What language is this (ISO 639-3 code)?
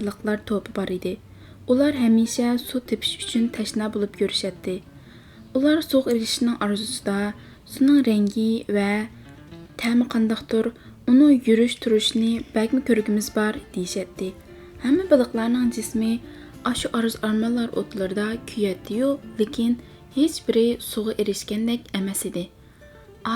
uig